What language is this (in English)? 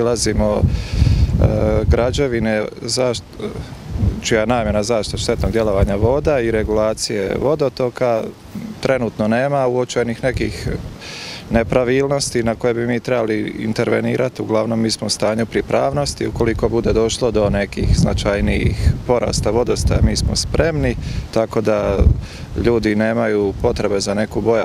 Croatian